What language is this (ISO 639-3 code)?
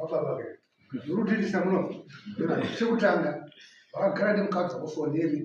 sna